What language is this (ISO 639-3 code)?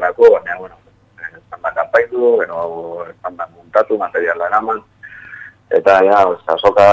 eus